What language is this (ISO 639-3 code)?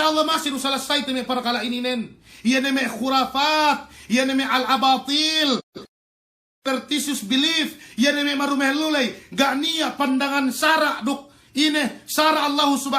yka